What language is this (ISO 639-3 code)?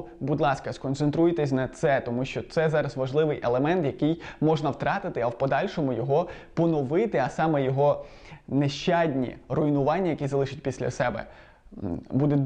ukr